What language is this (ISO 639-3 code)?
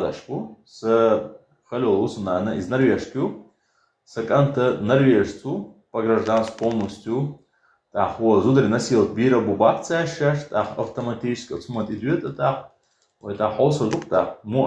che